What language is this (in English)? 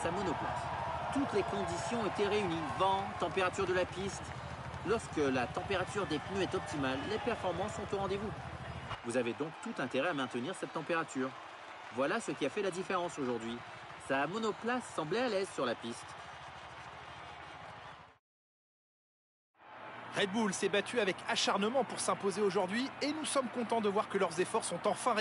French